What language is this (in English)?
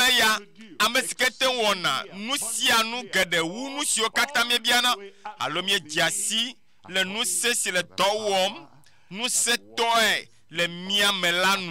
Ewe